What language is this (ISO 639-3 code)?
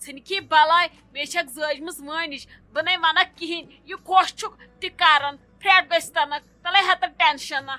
kas